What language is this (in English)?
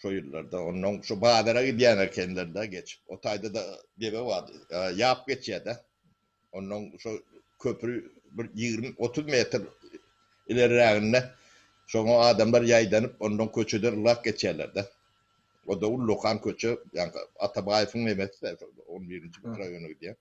Turkmen